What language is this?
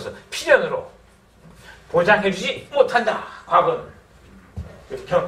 Korean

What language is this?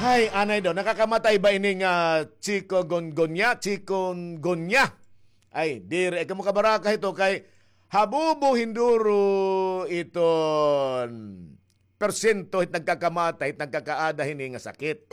Waray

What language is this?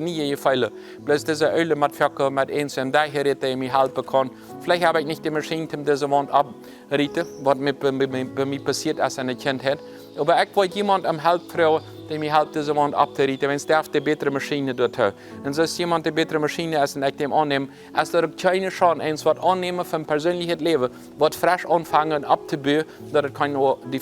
Plautdietsch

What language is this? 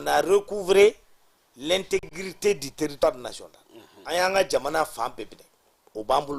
Bambara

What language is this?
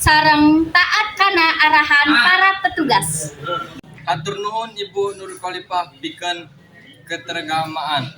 Sundanese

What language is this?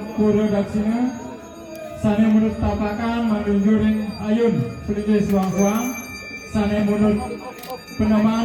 Balinese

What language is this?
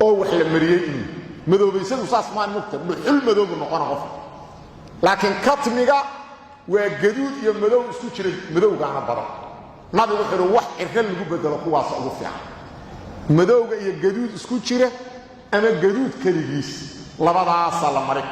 Somali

